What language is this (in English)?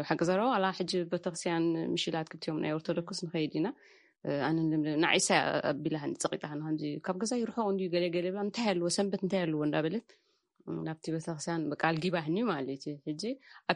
Tigrinya